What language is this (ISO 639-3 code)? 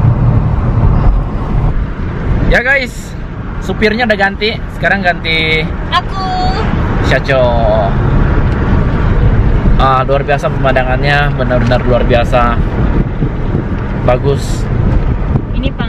ind